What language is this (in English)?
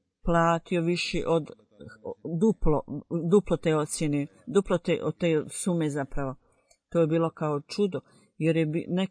Bosnian